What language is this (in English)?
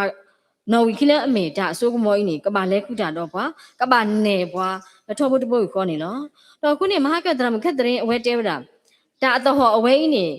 S'gaw Karen